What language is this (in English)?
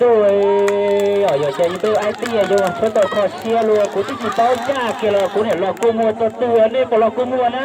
Hmong